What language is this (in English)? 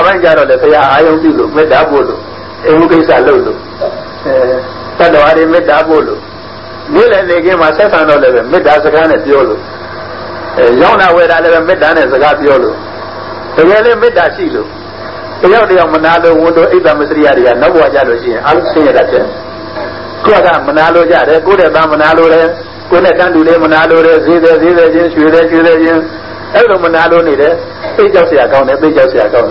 Burmese